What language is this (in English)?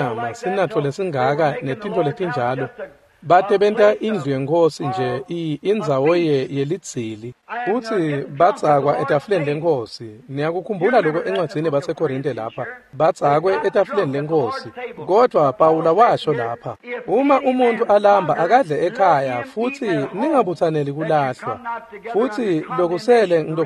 Swati